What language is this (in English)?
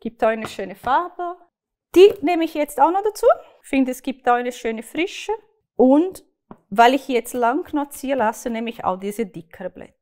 Swiss German